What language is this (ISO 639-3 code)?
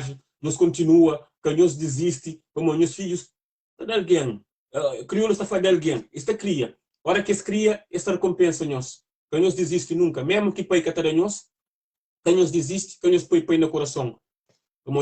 kea